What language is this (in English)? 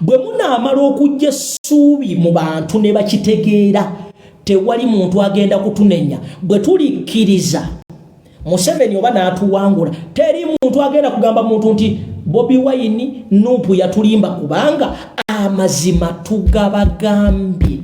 Ganda